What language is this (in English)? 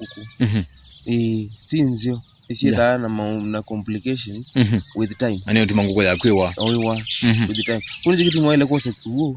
Kamba